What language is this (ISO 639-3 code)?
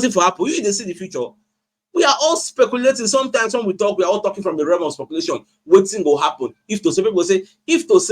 pcm